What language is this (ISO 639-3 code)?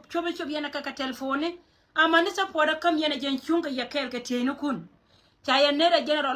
nus